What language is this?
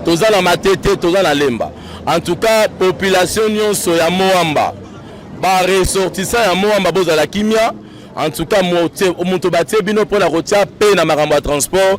Lingala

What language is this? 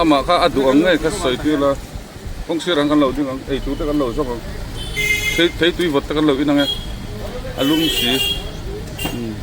Mizo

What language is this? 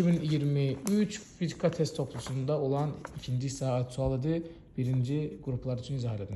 Azerbaijani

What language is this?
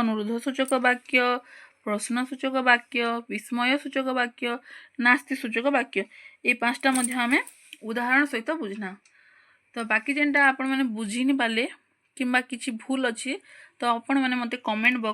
Odia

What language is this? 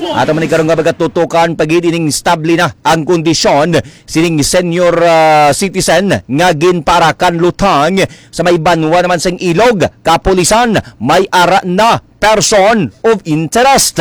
Hiligaynon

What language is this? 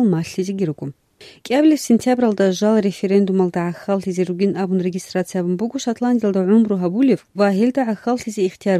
Avaric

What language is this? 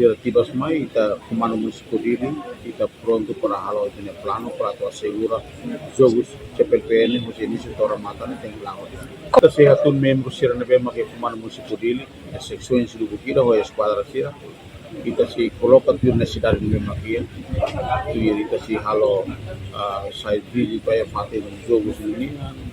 Tetum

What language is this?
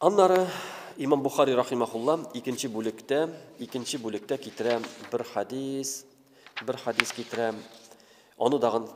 Tatar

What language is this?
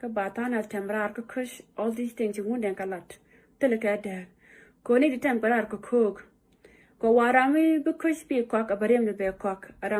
Nuer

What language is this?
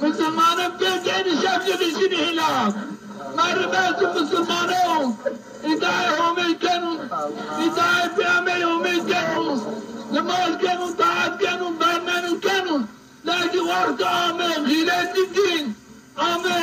Zaza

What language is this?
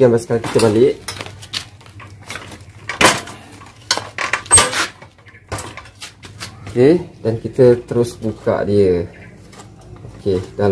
Malay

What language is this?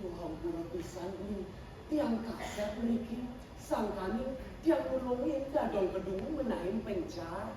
Balinese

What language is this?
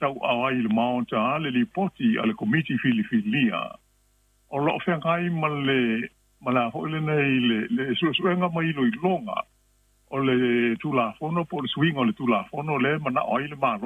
Samoan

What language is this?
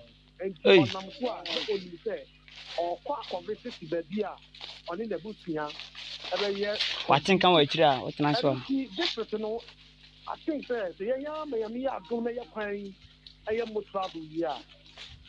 Akan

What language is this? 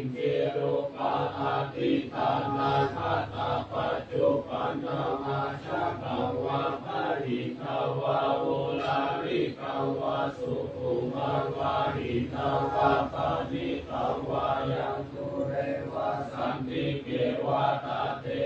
Pali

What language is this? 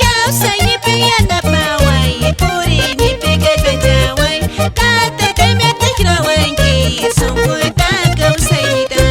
Quechua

